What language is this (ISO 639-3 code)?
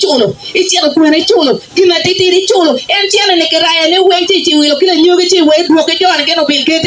ach